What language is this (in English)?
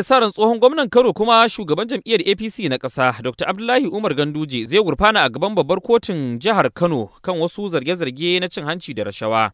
Hausa